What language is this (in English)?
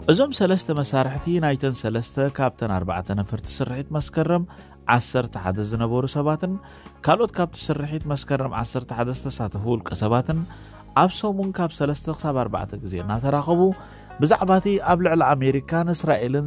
Tigrinya